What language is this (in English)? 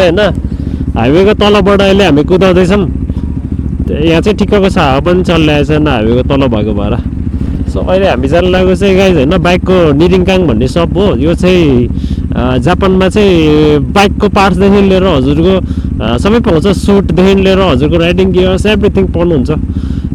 Nepali